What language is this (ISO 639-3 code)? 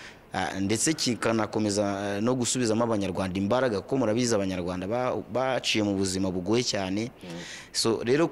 kin